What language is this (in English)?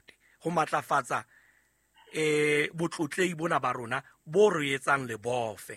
Southern Sotho